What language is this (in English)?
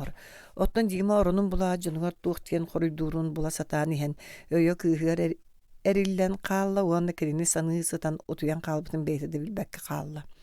Yakut